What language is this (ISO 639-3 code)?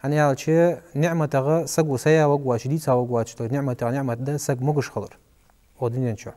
inh